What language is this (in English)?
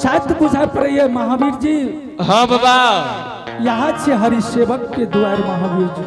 Angika